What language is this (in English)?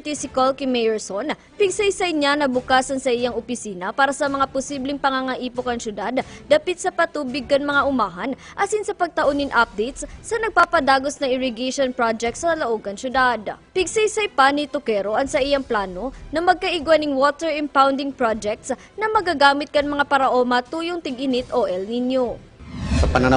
Bikol